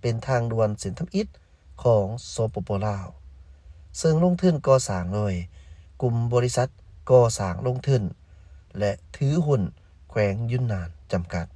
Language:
Lao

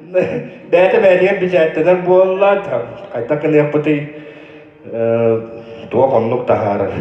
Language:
Yakut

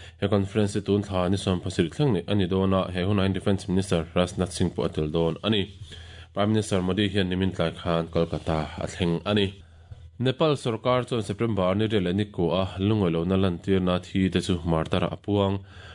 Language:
Mizo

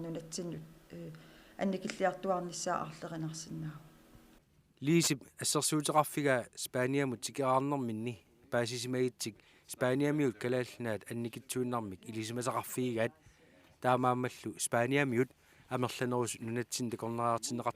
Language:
Kalaallisut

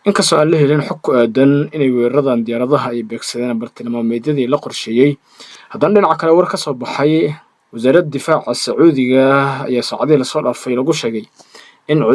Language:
Somali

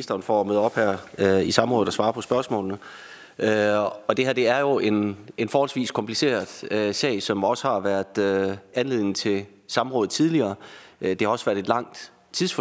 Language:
Danish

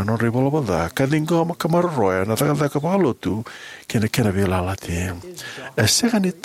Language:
Fijian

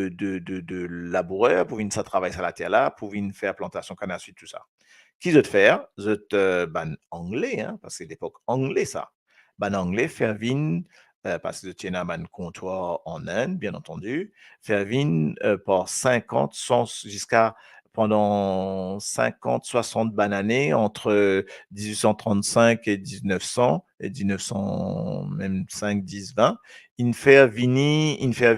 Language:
Morisyen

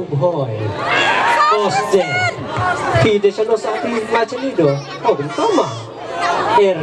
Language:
Khasi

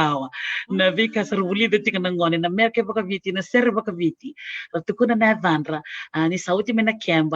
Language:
Fijian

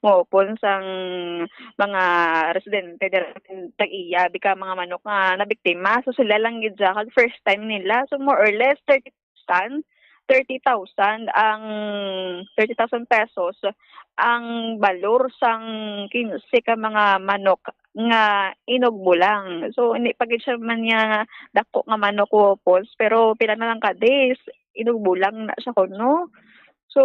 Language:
Hiligaynon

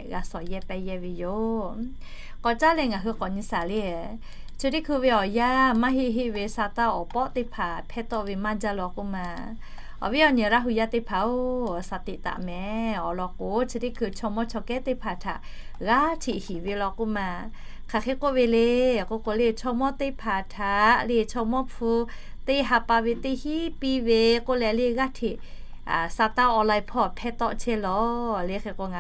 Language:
Lahu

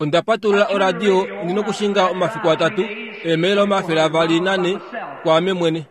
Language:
Kuanyama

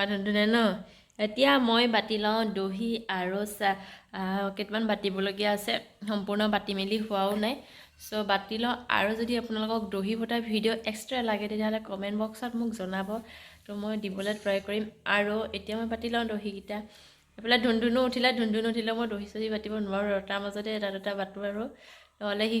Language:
Assamese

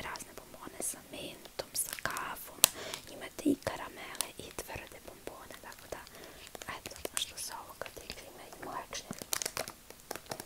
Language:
Serbian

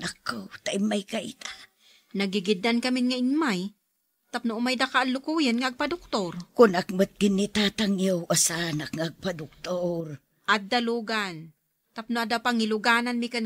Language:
Iloko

